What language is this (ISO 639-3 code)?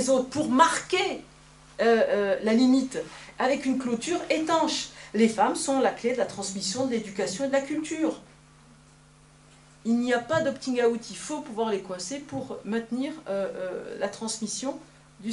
fra